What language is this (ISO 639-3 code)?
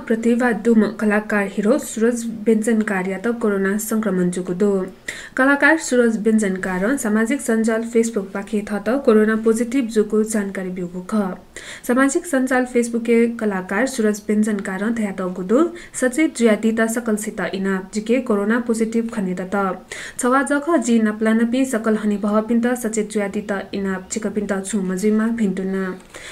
new